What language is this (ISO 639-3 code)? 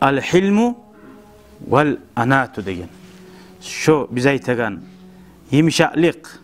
kum